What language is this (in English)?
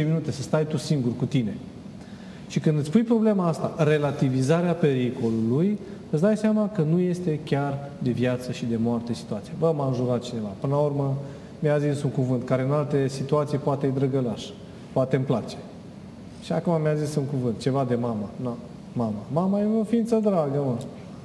Romanian